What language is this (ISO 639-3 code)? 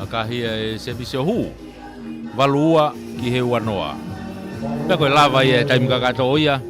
ton